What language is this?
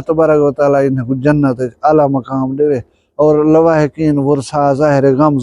Saraiki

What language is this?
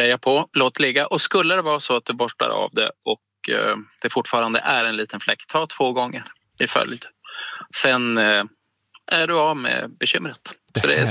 Swedish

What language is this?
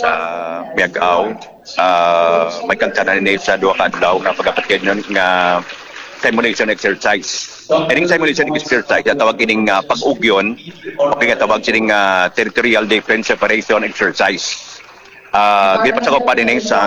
Hiligaynon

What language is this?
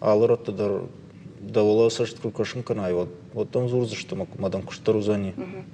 Ossetic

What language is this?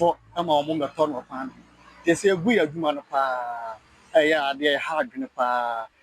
Akan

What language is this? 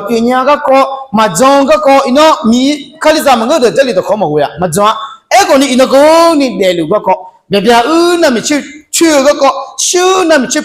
Akha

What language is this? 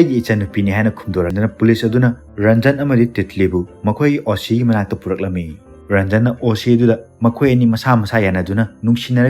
Manipuri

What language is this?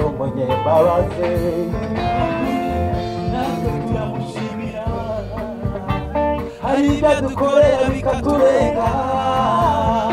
Kinyarwanda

